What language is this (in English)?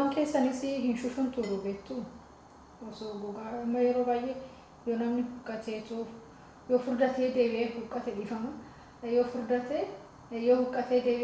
Oromo